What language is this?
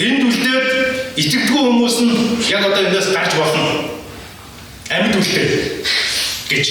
Mongolian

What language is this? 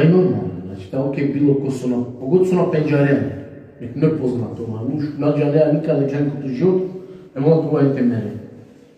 Balkan Romani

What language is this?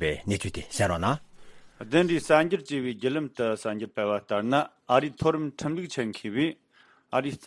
Tibetan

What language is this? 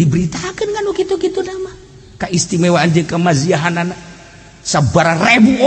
Sundanese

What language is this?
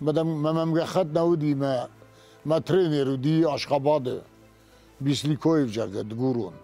Ossetic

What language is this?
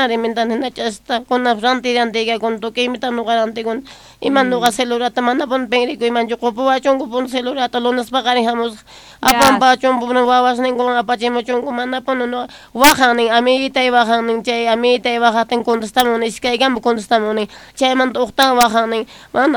South Bolivian Quechua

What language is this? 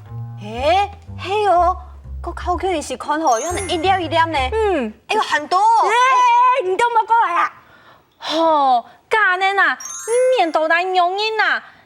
Hakka Chinese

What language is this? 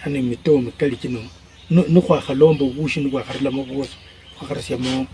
Luyia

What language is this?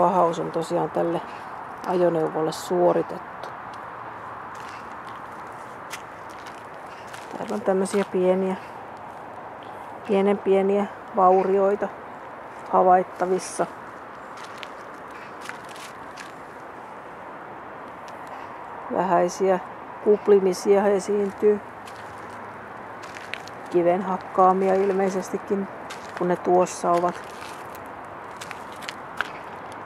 Finnish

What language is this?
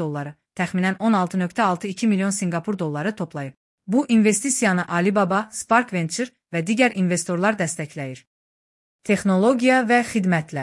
Azerbaijani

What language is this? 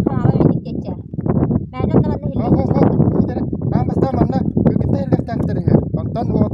Yakut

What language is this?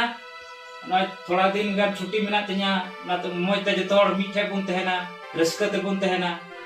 Santali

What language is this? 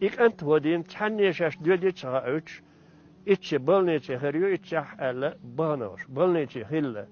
Chechen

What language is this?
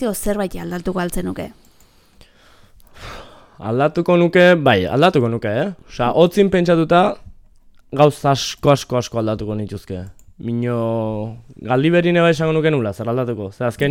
Basque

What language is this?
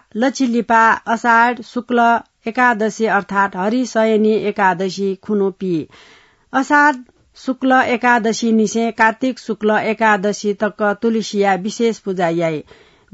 Newari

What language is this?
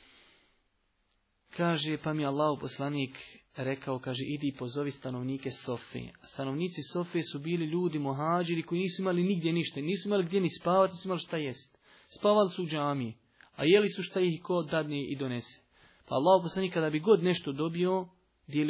Bosnian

